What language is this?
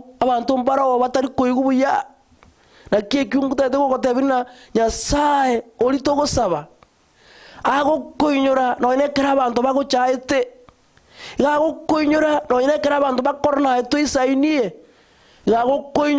Gusii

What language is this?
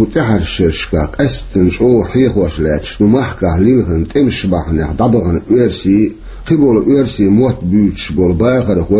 Chechen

